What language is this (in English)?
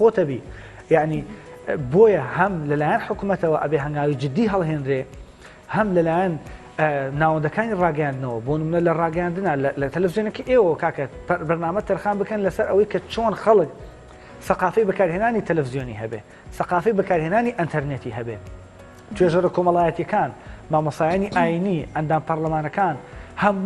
Central Kurdish